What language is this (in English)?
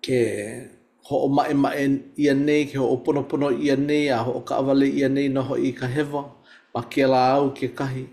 Hawaiian